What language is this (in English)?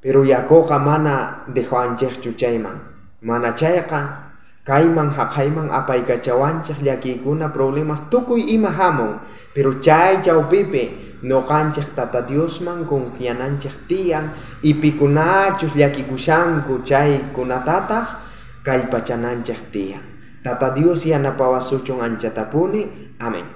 South Bolivian Quechua